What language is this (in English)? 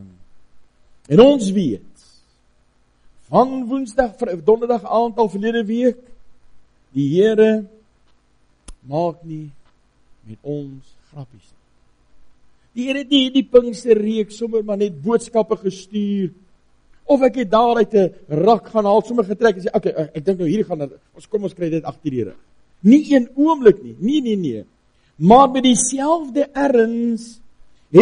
Afrikaans